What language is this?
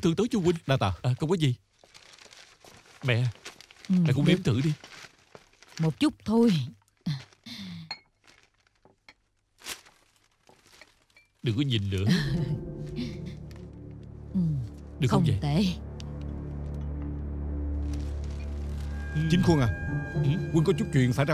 Vietnamese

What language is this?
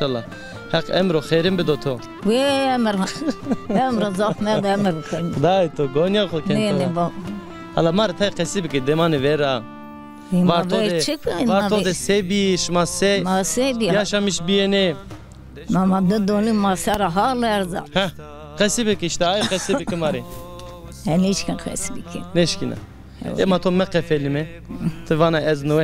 Zaza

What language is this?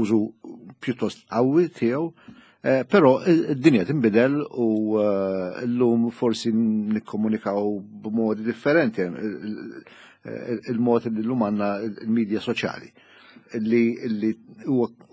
Maltese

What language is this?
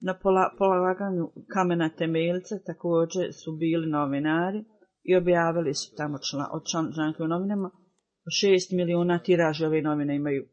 Bosnian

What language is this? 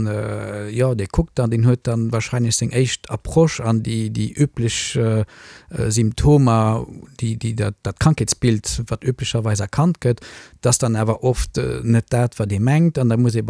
Luxembourgish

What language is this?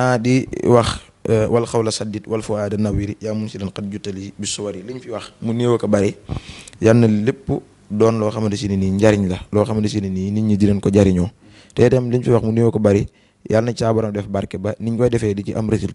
Wolof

